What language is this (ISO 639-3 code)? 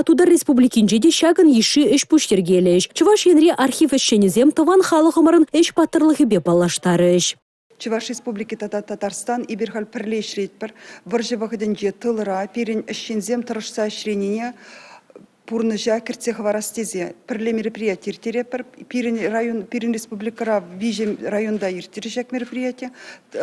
chv